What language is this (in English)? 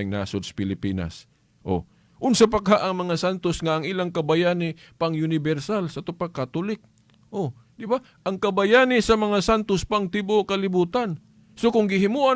Cebuano